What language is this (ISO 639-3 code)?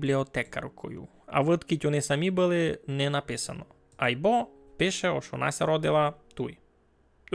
rue